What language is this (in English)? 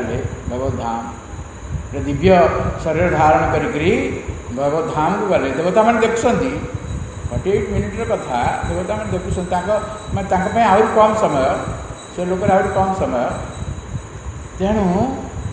Odia